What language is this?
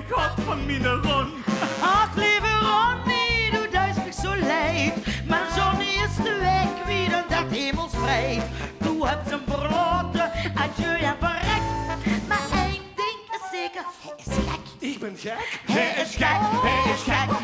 Limburgish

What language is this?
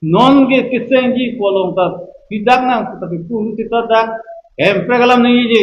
Karbi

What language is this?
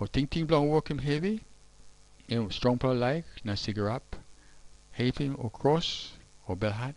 Tok Pisin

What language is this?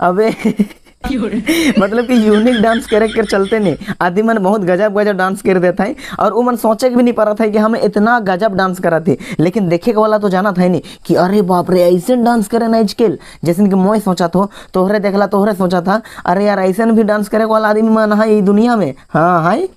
Sadri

